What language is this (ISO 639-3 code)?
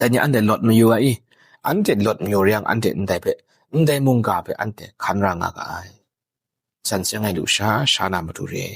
kac